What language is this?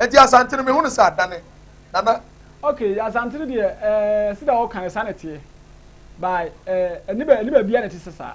Akan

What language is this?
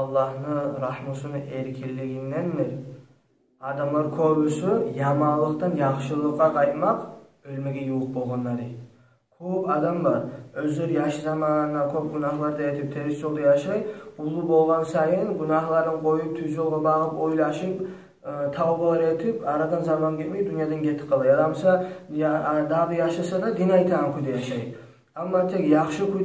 Kumyk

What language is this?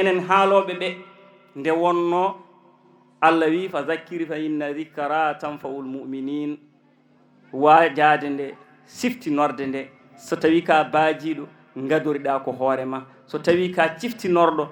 Fula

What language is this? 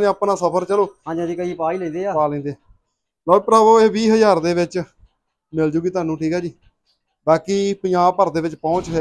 Punjabi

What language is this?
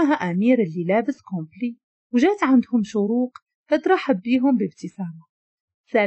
Moroccan Arabic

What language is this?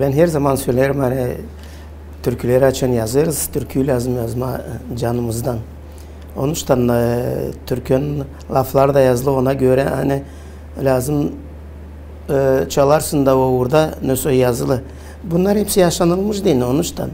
Gagauz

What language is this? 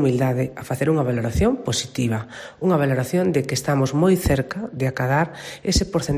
Galician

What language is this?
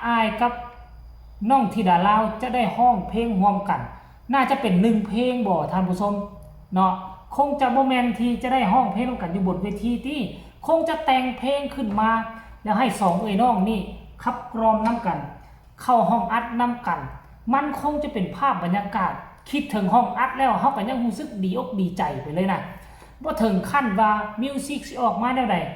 Northeastern Thai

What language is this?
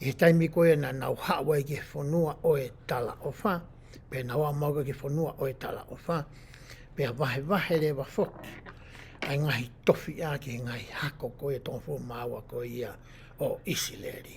Tongan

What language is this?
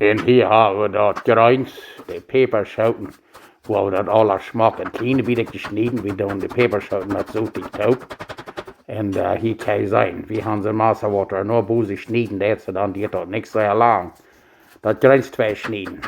Plautdietsch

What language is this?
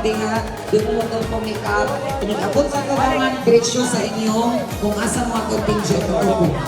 Cebuano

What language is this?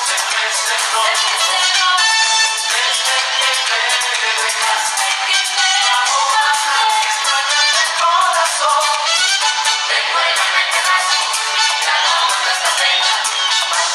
Spanish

